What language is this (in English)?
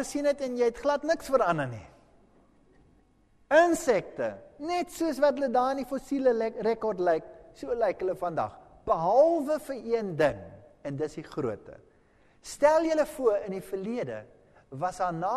Afrikaans